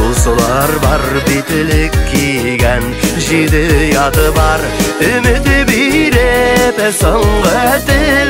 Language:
Tatar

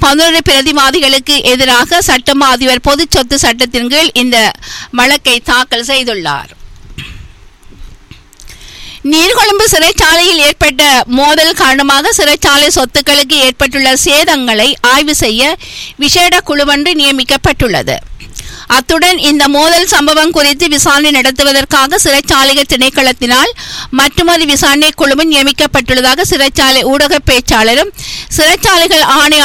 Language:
Tamil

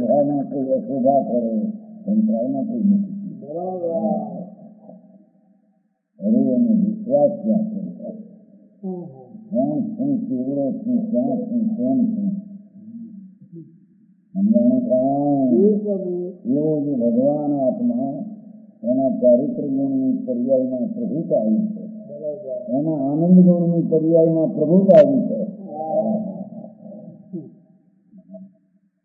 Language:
Gujarati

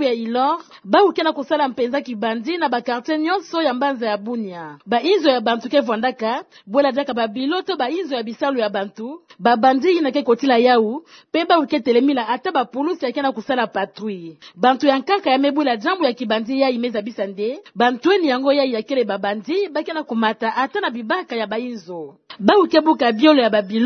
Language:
Kituba (Democratic Republic of Congo)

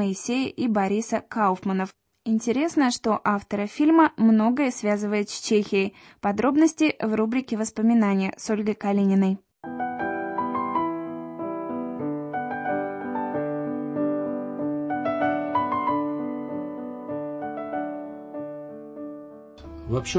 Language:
Russian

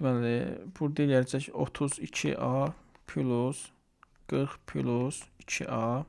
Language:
Azerbaijani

